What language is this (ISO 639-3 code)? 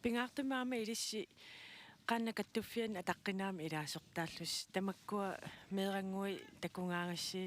kal